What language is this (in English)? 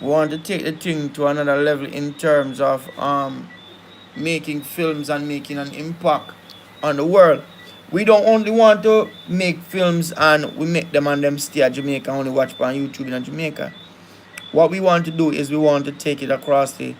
Jamaican Creole English